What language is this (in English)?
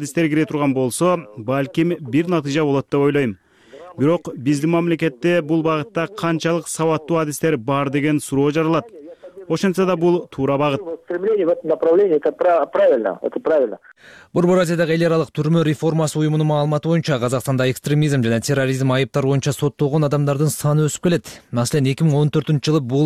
Kyrgyz